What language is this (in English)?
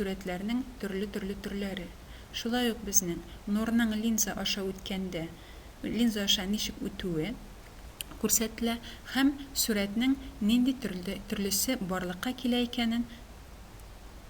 Tatar